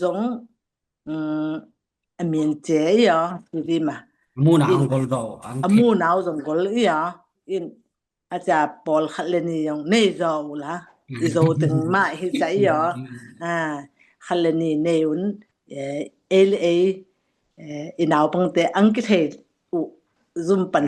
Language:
Tedim Chin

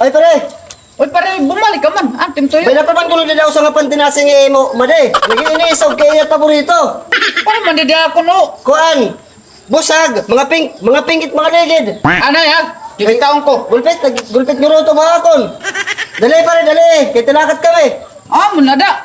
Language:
Waray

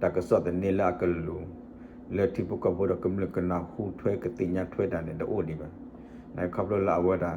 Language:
S'gaw Karen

